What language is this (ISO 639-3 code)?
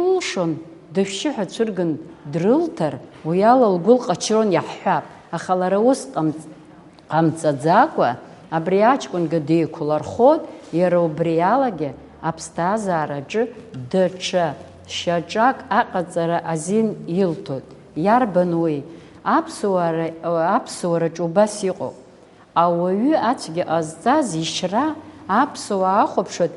abk